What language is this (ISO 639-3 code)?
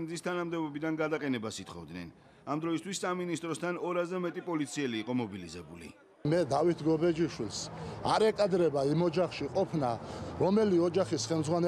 kat